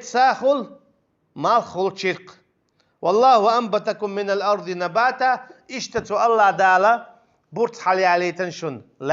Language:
Chechen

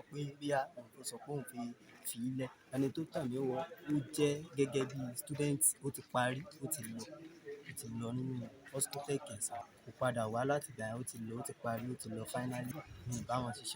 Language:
Yoruba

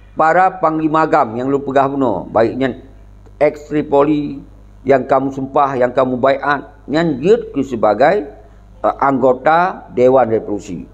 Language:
Achinese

